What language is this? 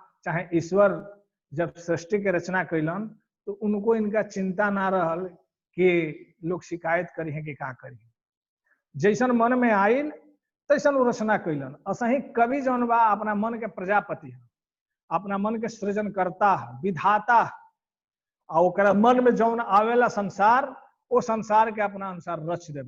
Bhojpuri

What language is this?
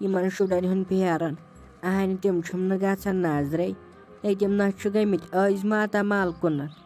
Kashmiri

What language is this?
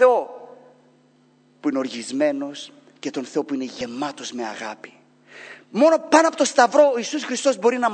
Greek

